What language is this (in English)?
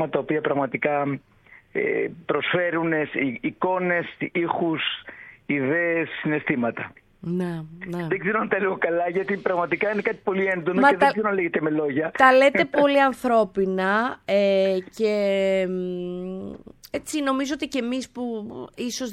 Greek